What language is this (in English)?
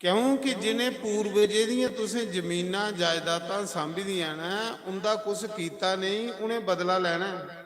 Dogri